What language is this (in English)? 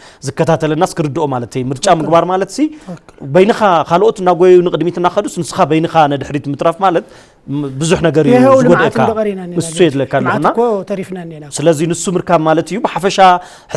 Tigrinya